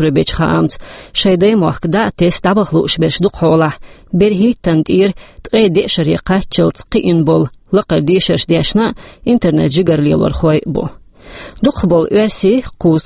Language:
Chechen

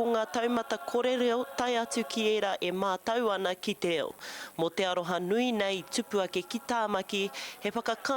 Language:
Māori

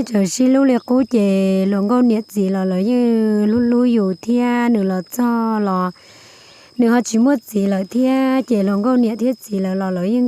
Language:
Hmong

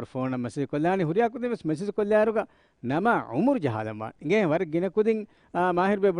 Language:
Divehi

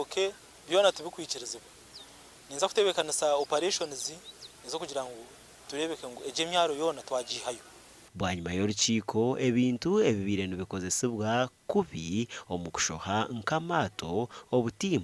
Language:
Nyankole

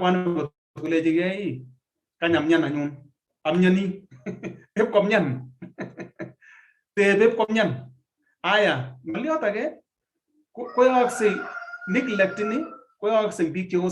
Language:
Kalenjin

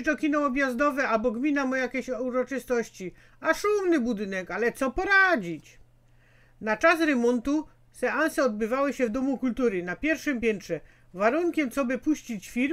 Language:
Silesian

